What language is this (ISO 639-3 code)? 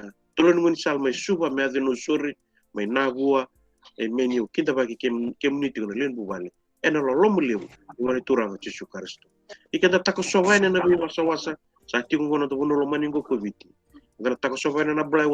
fij